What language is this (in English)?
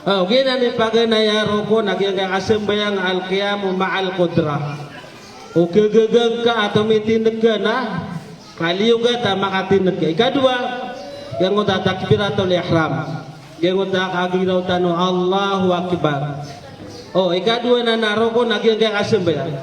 Maranao